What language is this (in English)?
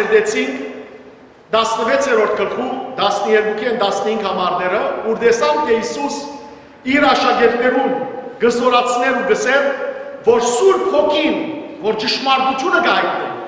Western Armenian